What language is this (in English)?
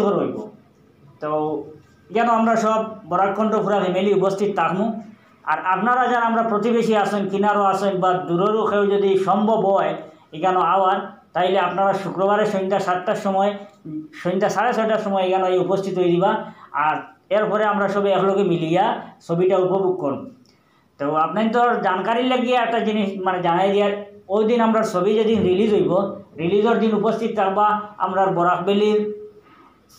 Sylheti